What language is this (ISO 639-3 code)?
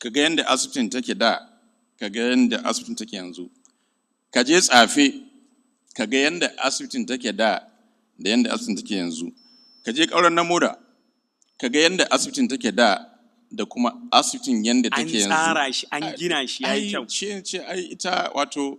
hau